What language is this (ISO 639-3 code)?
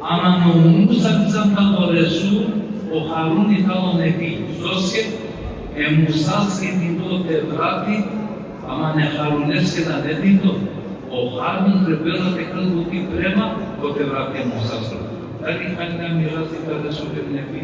rmn